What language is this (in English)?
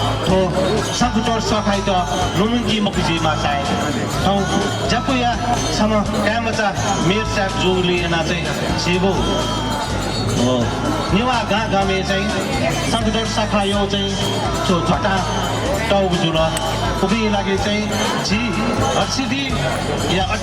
Newari